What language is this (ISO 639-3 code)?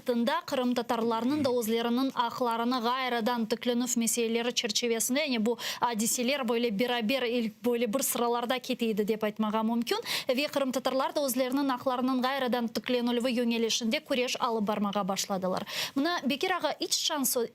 crh